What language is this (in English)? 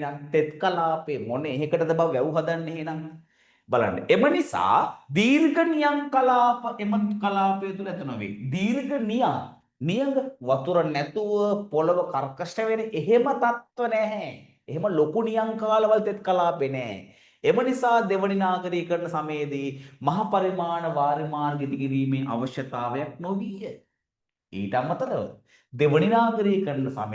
Sinhala